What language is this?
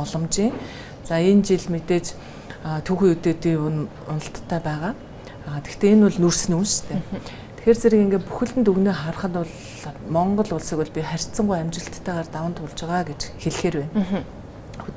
Mongolian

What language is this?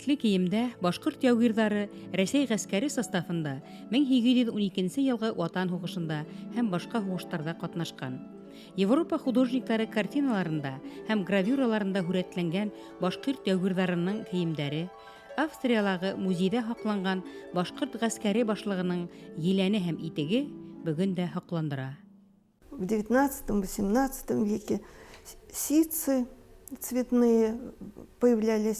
Bashkir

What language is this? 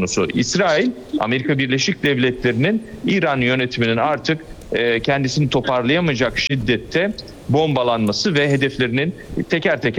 Turkish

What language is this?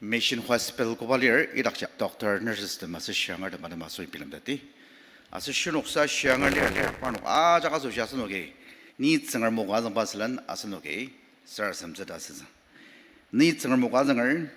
Ao Naga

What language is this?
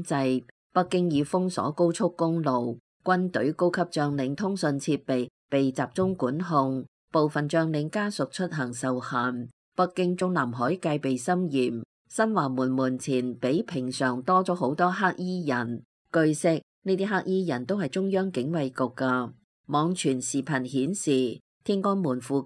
Cantonese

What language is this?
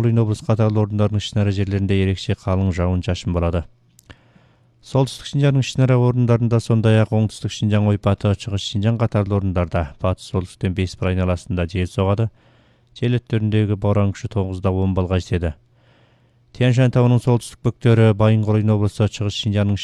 Kazakh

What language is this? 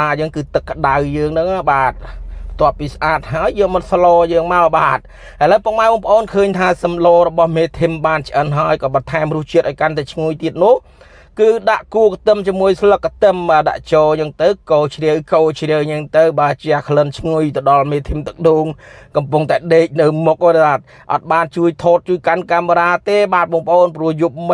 Khmer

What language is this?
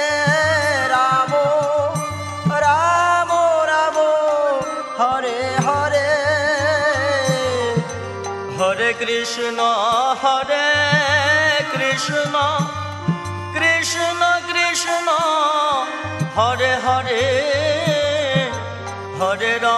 Bangla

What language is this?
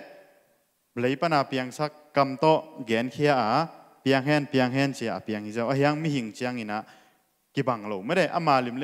Tedim Chin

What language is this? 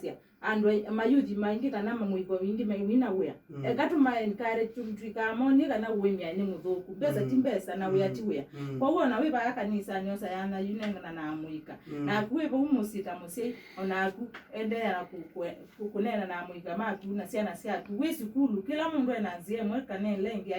Kamba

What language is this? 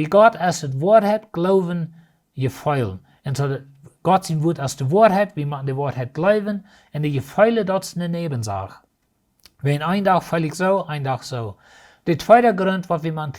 Plautdietsch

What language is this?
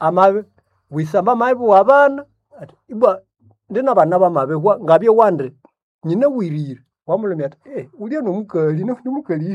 Nande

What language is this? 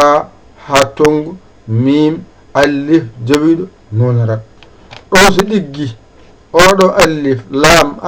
Fula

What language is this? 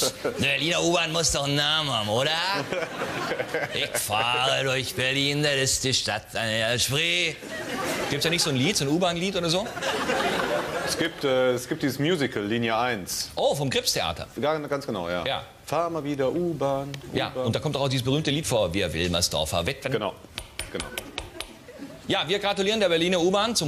German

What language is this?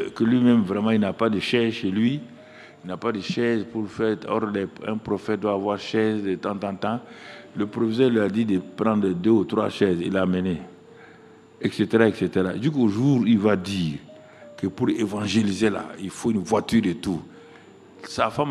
French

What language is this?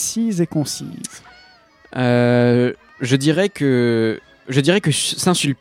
French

